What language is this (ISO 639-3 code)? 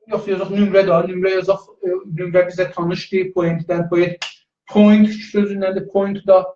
azb